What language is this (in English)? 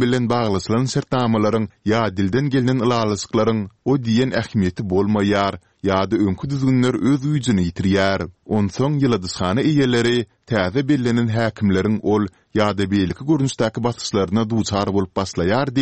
Turkmen